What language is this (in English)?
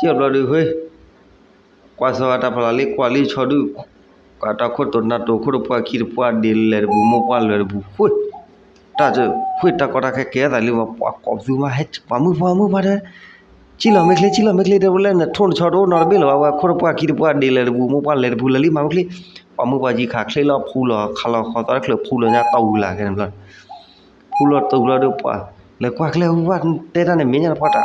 S'gaw Karen